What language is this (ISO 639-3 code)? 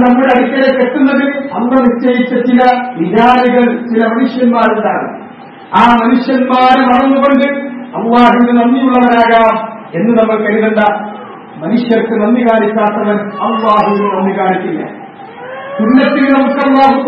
mal